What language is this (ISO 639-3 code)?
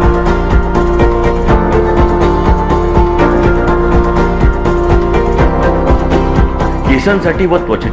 mar